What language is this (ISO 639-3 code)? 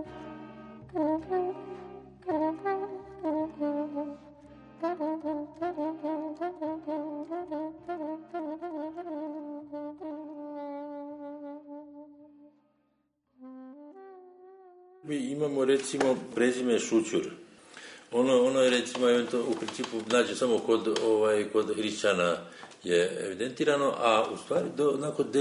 srp